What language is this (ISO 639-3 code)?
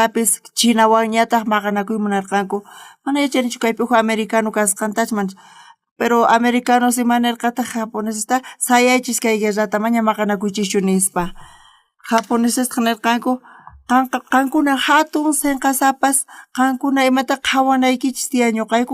quh